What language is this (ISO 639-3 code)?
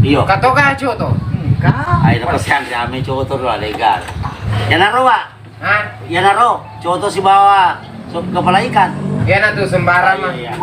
bug